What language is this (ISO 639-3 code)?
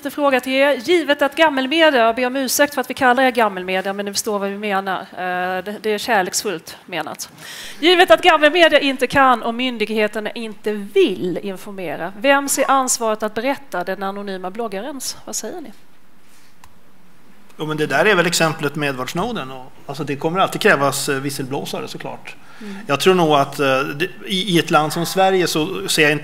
swe